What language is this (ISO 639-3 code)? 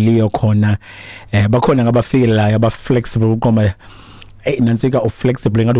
xho